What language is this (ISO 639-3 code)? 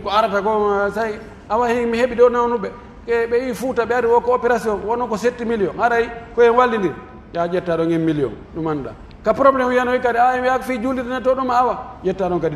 fuf